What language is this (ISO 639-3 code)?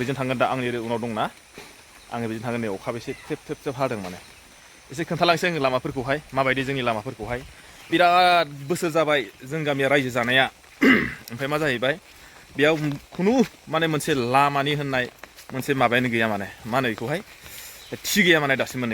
brx